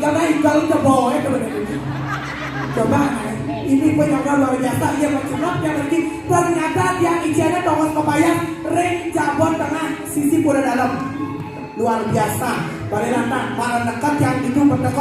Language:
Balinese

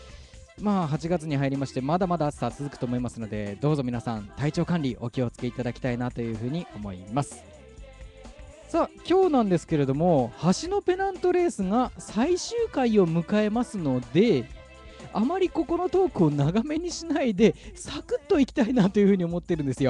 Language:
Japanese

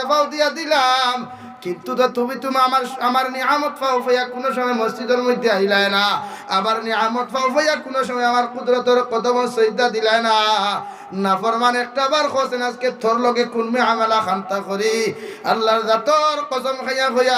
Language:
Sylheti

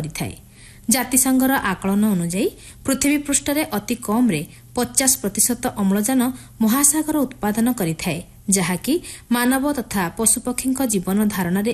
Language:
Odia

